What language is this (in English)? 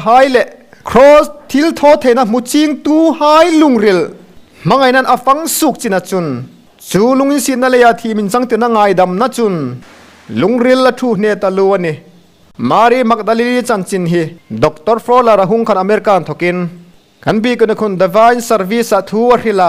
Hmar